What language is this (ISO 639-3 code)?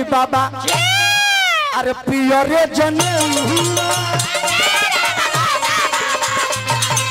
bho